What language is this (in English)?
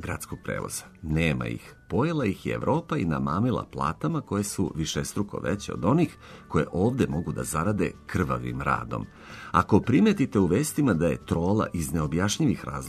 Serbian